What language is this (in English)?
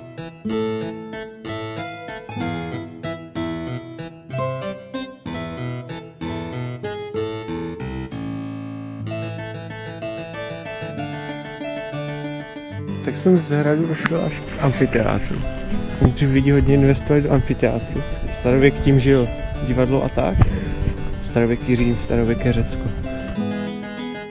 Czech